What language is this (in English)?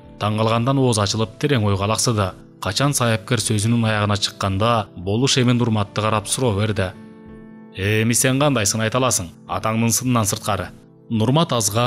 Kyrgyz